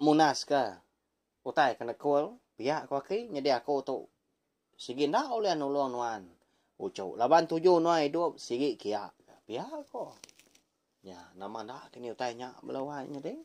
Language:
Iban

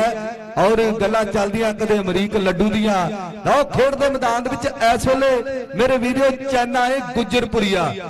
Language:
Punjabi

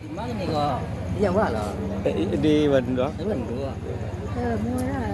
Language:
Minangkabau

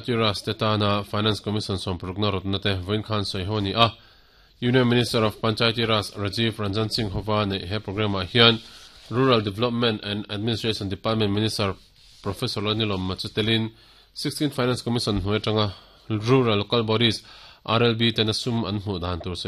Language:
Mizo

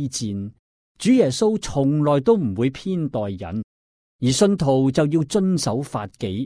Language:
Cantonese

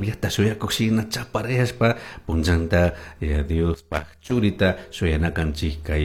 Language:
Chimborazo Highland Quichua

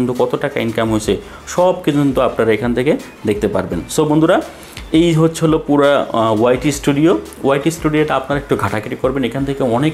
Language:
Bangla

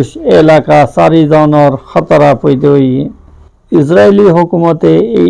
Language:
Rohingya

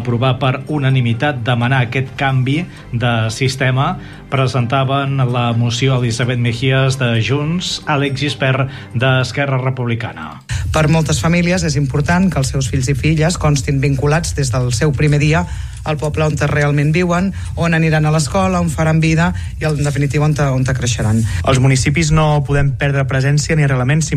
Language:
Catalan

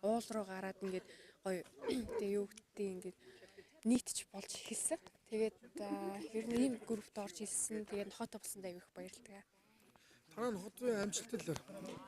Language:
Mongolian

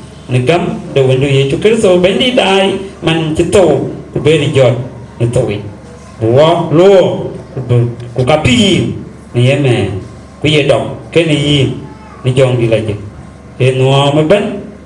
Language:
Dinka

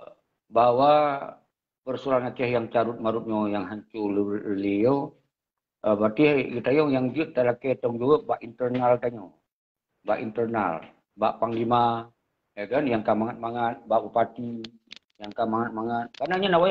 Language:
Achinese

